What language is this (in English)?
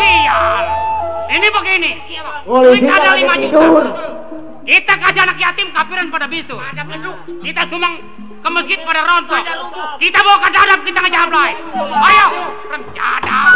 Betawi